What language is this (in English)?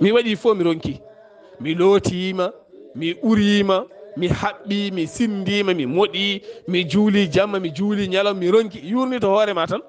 Fula